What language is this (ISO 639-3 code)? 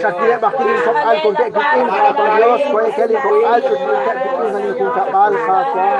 kek